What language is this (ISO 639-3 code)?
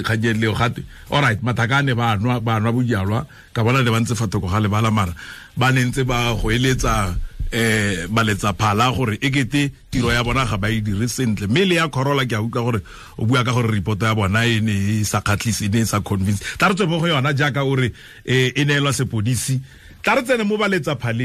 tsn